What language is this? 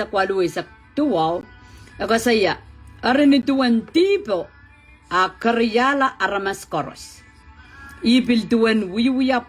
Pohnpeian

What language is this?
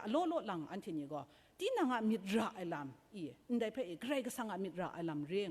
Kachin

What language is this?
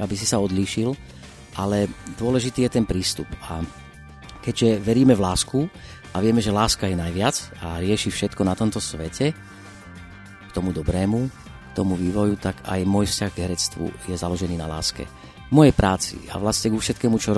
Slovak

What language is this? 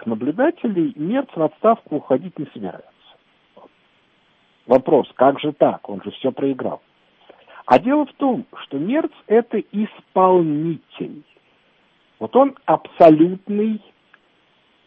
Russian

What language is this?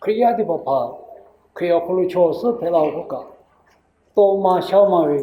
Lahu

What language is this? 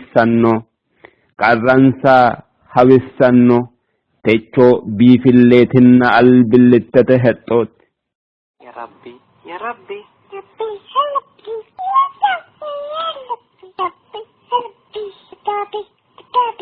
Sidamo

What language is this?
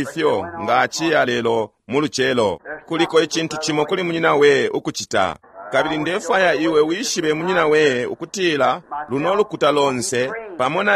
Bemba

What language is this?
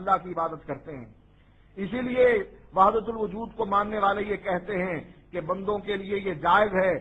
Urdu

